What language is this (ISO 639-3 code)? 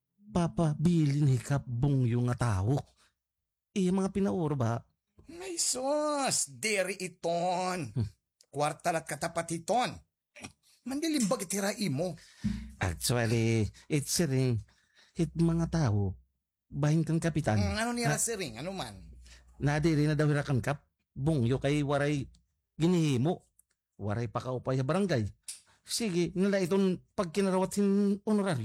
war